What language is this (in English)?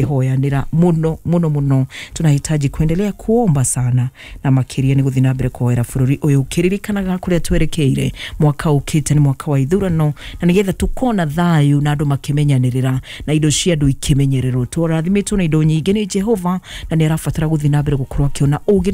Kikuyu